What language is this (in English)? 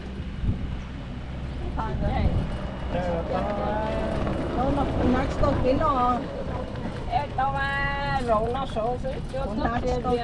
Vietnamese